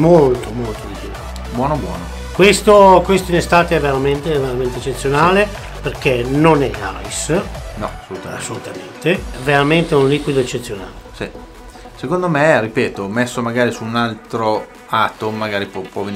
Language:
Italian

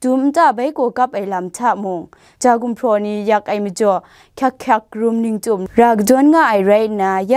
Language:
Kachin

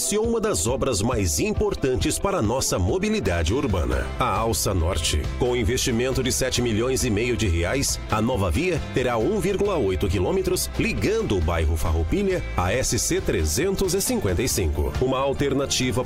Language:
Portuguese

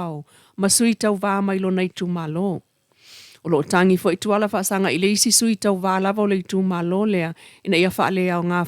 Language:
Samoan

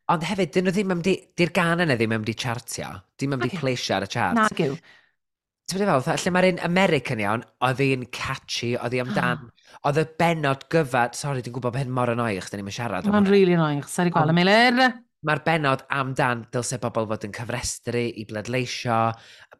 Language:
Welsh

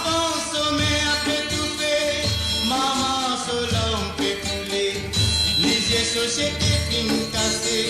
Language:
Morisyen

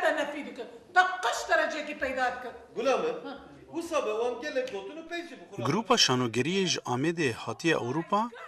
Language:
Kurdish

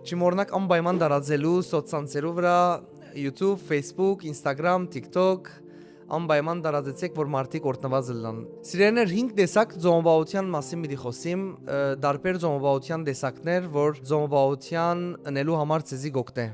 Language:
Western Armenian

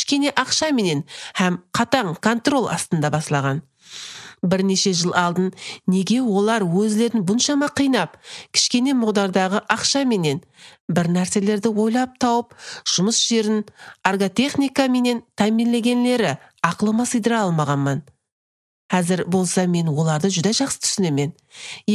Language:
Kyrgyz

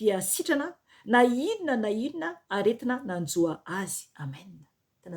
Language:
Malagasy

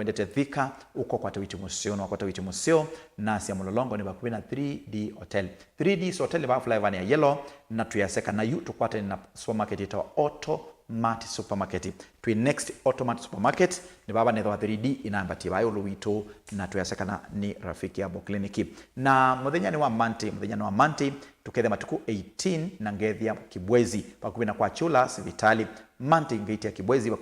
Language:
Kamba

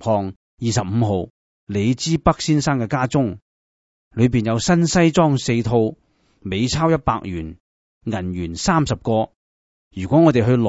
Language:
Cantonese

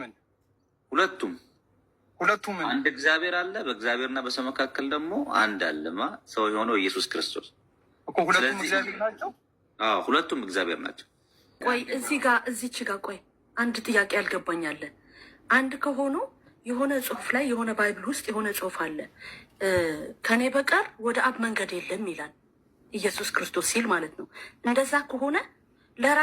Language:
Amharic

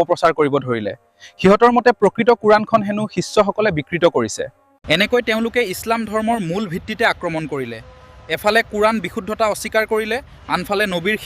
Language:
Assamese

